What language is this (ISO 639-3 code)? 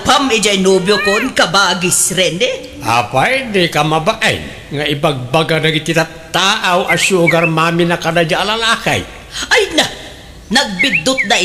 ilo